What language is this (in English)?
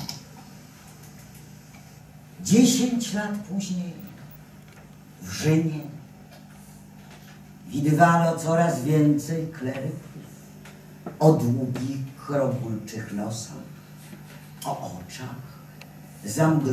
Polish